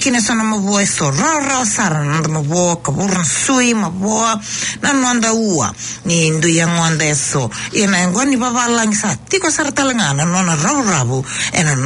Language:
Fijian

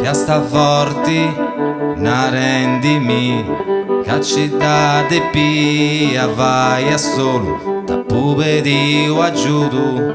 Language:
Sardinian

